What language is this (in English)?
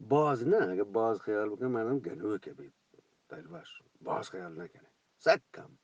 Eastern Balochi